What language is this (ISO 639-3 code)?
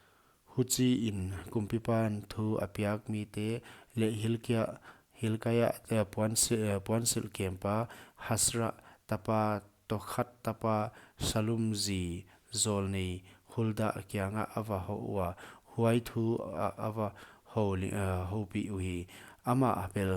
pck